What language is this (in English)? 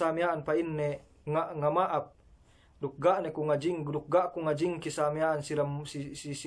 Yakan